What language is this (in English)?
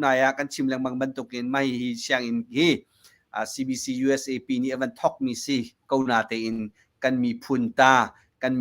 Hakha Chin